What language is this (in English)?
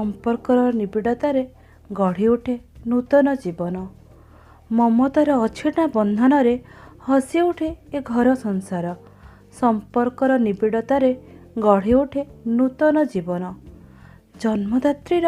Odia